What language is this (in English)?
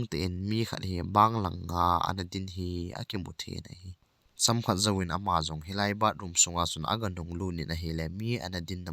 Thado Chin